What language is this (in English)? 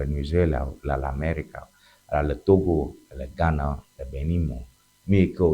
Ewe